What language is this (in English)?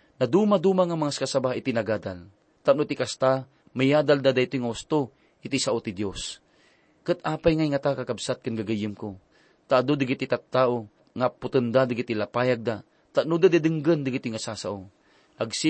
Iloko